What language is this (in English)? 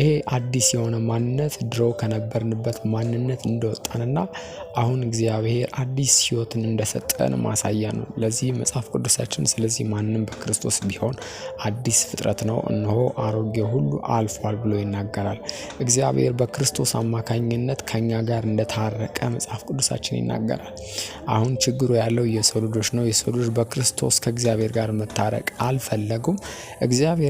Amharic